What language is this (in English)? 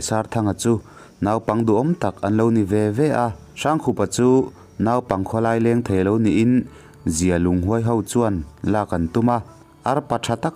Mizo